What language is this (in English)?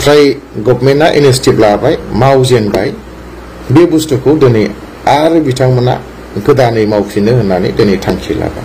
Bodo